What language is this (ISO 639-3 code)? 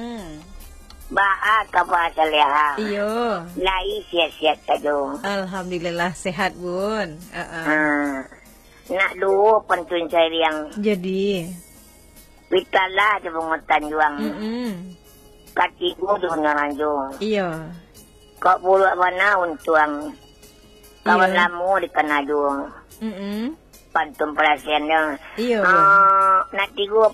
min